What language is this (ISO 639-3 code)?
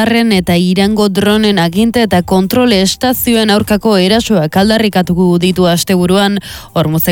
eus